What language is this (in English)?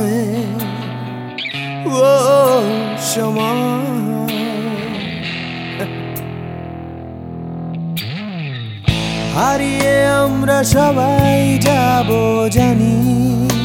Bangla